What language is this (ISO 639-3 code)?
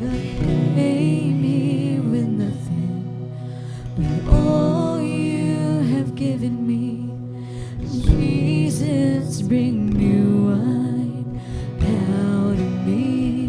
war